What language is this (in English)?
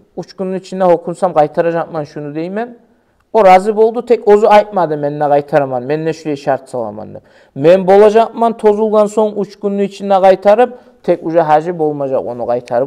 Kumyk